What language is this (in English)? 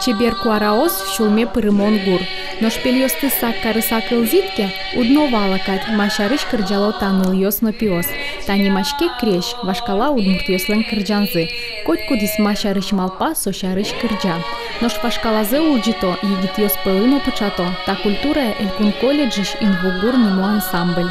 Udmurt